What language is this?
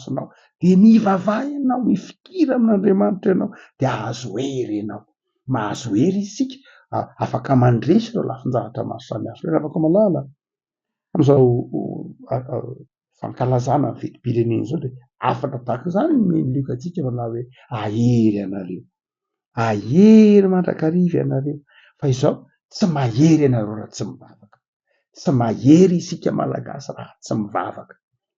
Malagasy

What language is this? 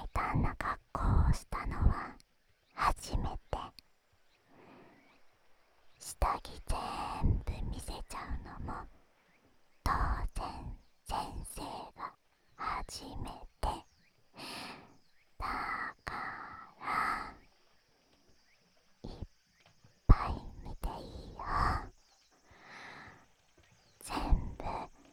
Japanese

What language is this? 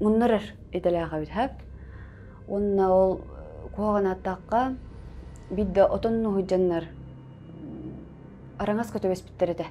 Yakut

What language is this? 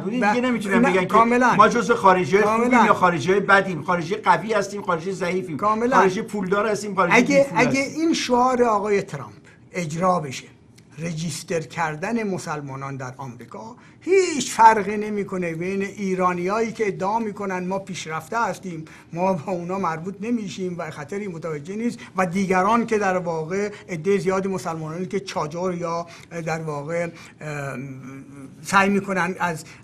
Persian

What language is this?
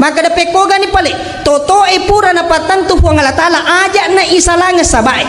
Buginese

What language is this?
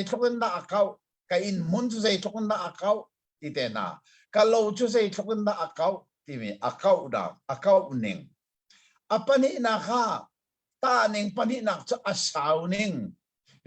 Hakha Chin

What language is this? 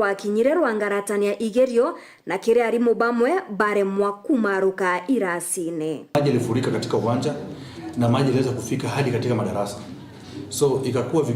Meru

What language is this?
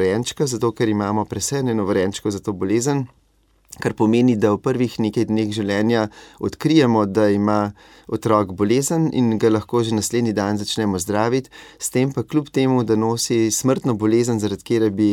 Slovenian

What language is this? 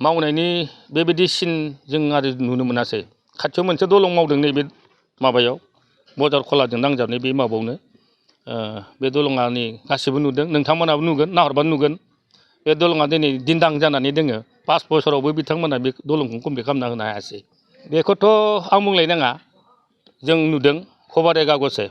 Bodo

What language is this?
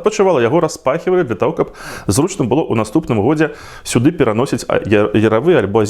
Belarusian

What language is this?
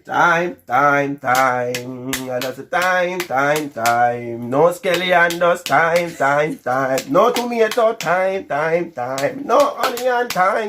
Jamaican Creole English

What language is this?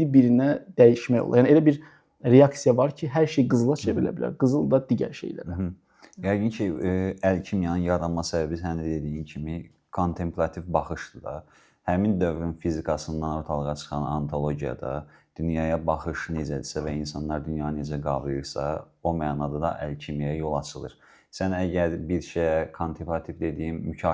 Azerbaijani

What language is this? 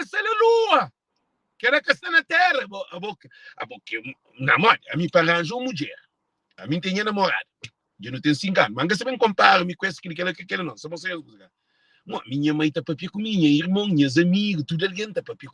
Kabuverdianu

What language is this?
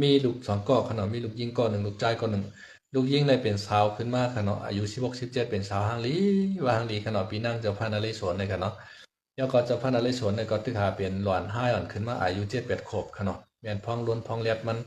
Shan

